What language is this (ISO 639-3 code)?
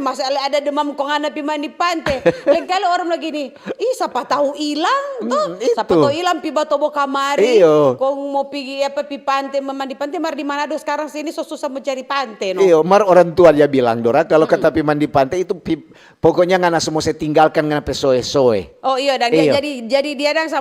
xmm